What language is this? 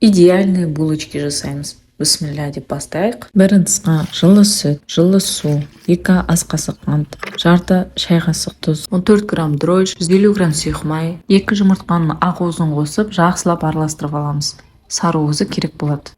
Kazakh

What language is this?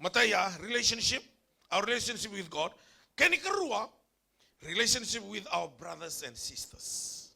Fijian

